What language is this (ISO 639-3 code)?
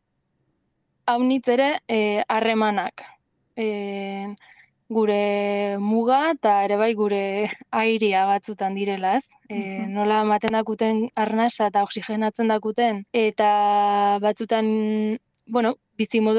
eus